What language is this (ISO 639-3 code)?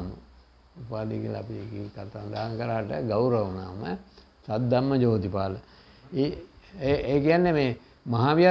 sin